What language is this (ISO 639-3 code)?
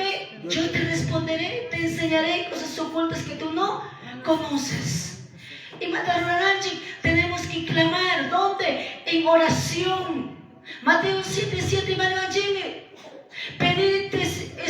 que